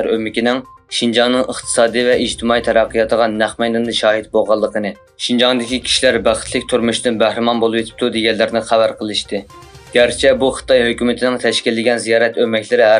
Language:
Uyghur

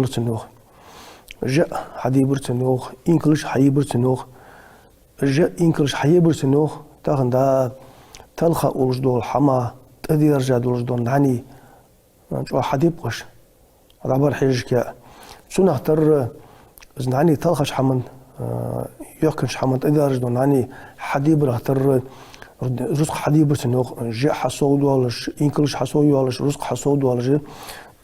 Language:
Ingush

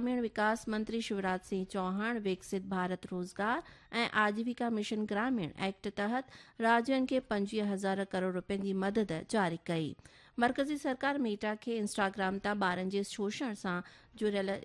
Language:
Sindhi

